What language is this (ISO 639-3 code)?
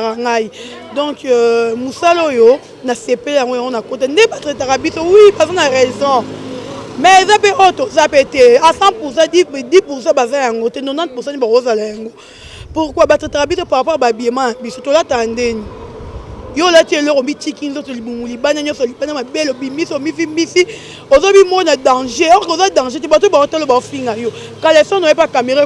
lin